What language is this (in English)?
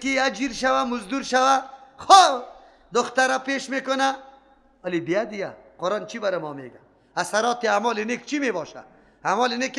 Persian